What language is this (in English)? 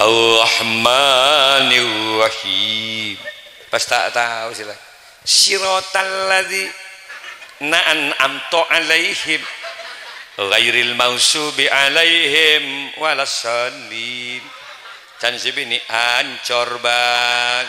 Madurese